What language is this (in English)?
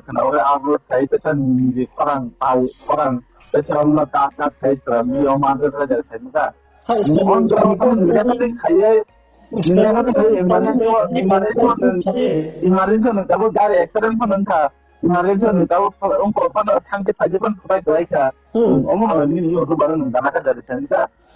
Riang (India)